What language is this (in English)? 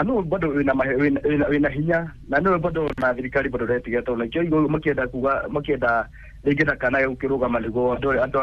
Kikuyu